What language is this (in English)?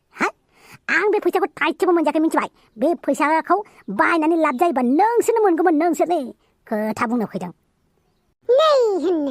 Bodo